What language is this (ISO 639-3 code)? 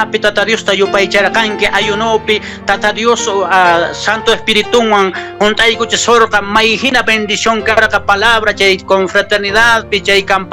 que